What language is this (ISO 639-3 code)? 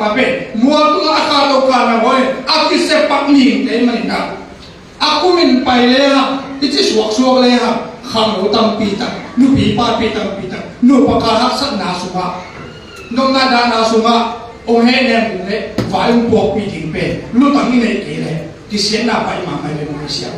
ctd